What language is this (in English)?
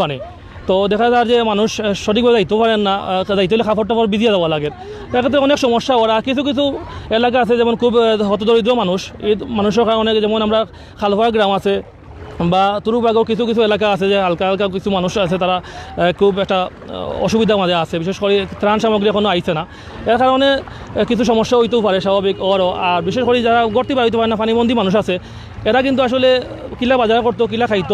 Sylheti